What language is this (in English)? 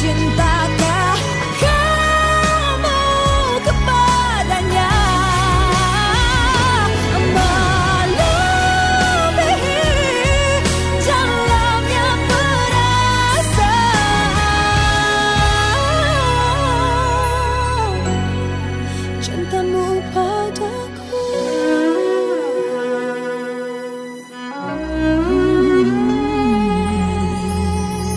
Indonesian